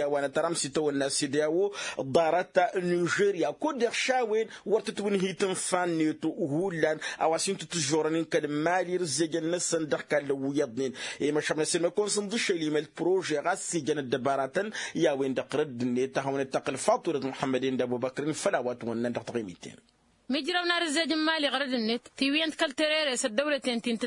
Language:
Tamasheq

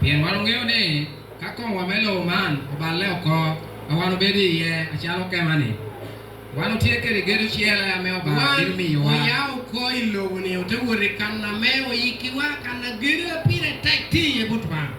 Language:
Acoli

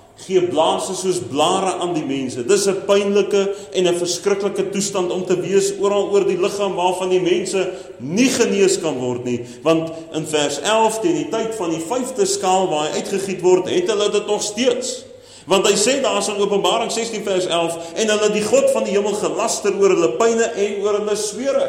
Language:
Afrikaans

